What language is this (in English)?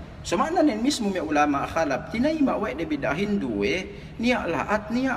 Yakan